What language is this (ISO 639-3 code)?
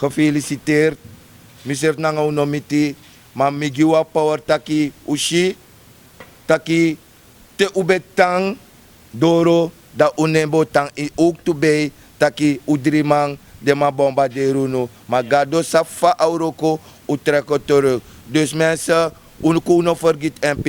srn